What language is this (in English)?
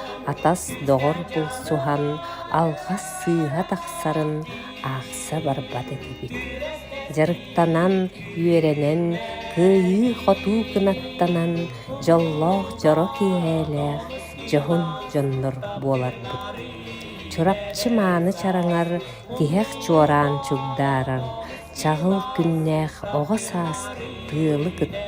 Yakut